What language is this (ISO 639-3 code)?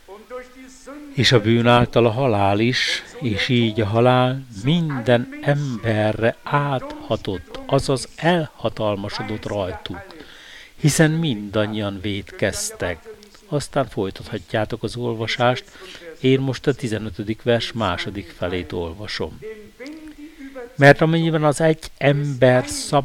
hun